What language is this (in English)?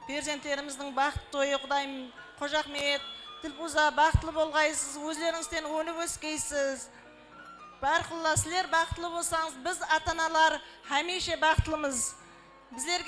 Kara-Kalpak